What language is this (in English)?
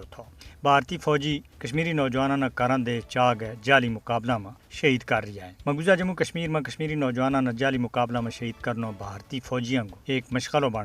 Gujari